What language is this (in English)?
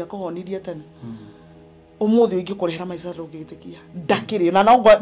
Kikuyu